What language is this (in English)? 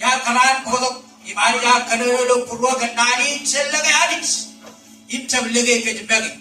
Marshallese